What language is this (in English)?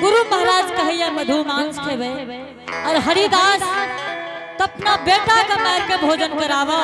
Angika